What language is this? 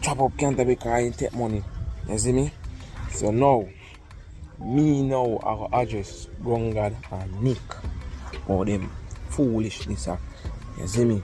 Jamaican Creole English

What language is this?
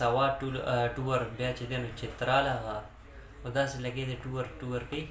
Pashto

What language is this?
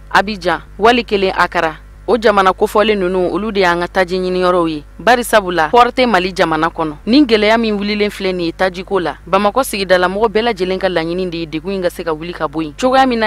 Bambara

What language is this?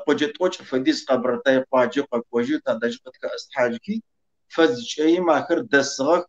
Kabardian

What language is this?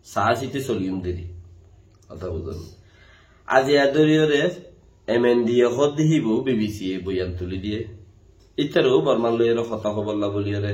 Rohingya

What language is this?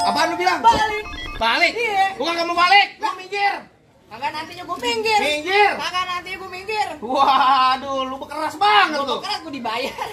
Betawi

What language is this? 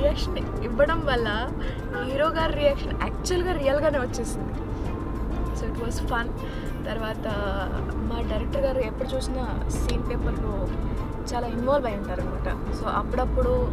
Telugu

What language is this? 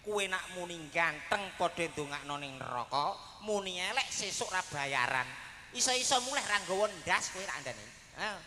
Javanese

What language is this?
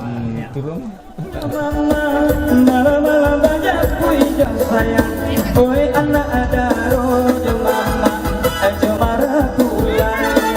Minangkabau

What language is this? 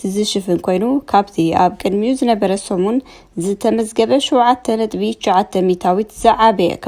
Tigrinya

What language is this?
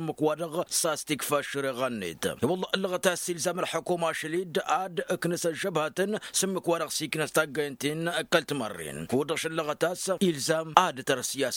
Tamasheq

